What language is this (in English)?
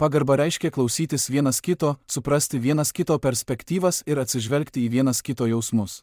Lithuanian